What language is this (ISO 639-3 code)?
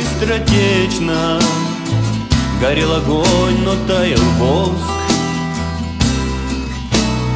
rus